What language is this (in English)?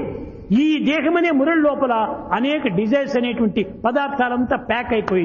Telugu